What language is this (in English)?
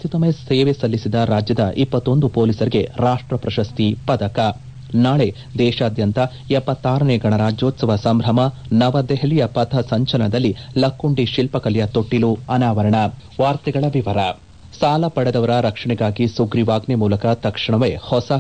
Kannada